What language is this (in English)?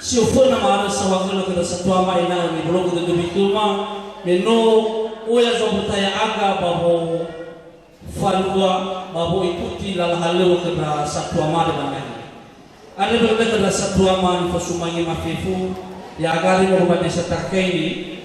Nias